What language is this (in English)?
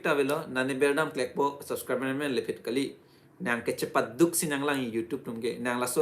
Karbi